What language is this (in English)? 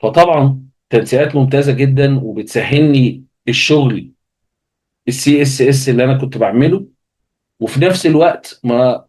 Egyptian Arabic